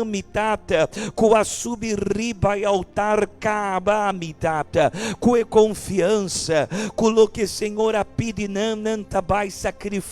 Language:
Papiamento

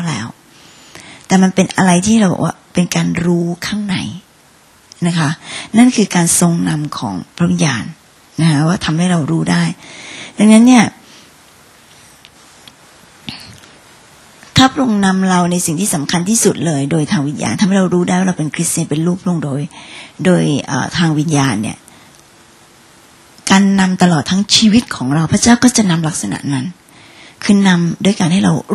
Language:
Thai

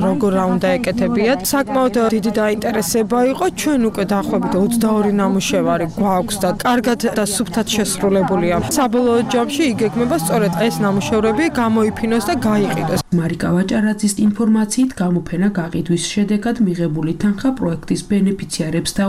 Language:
Georgian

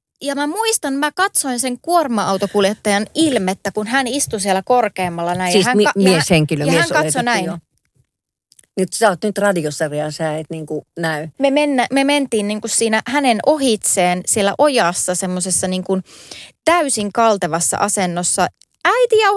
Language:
Finnish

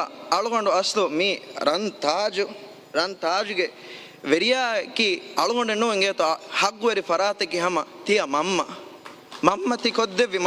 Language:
Divehi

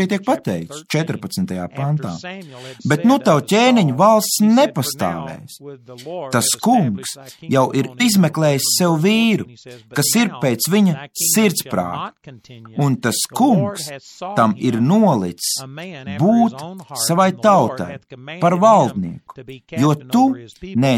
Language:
Latvian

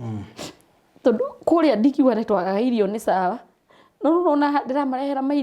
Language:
Kikuyu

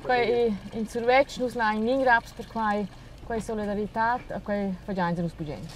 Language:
Romansh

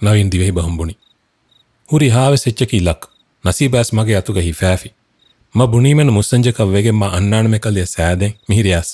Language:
Divehi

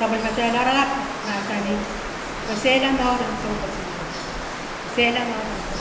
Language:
Pohnpeian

